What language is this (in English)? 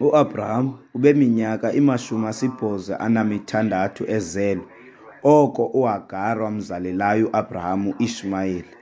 Xhosa